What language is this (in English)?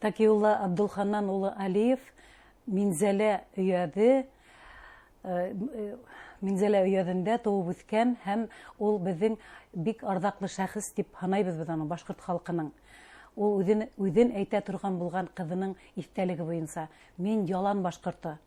Bashkir